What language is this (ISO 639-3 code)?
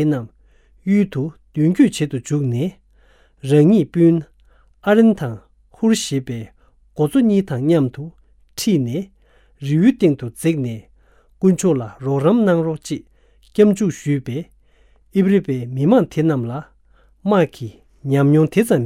bod